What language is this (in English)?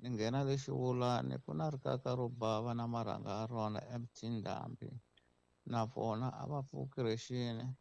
Tsonga